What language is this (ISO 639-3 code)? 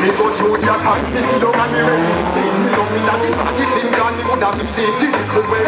jam